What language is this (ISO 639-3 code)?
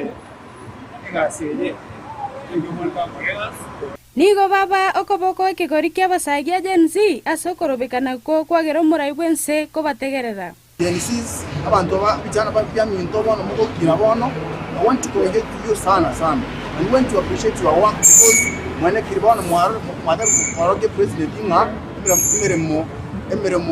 guz